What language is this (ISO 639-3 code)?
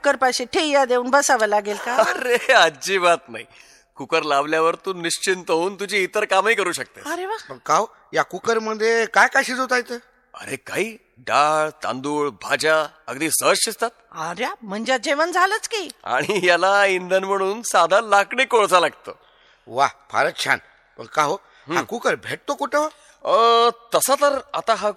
mar